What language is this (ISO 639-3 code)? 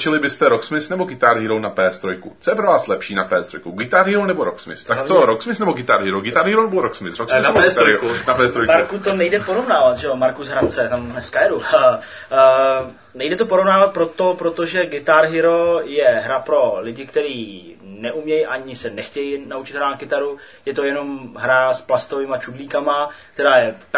ces